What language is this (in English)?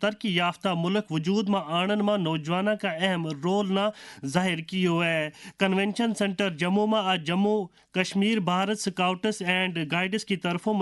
Gujari